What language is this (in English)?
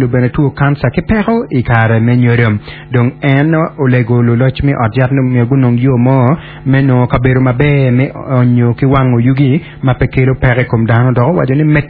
Acoli